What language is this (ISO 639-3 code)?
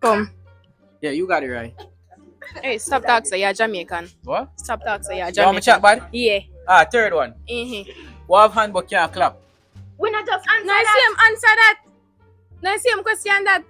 jam